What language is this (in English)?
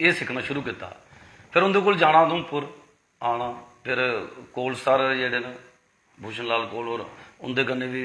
Dogri